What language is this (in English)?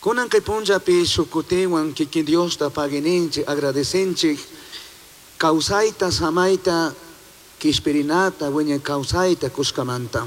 Chimborazo Highland Quichua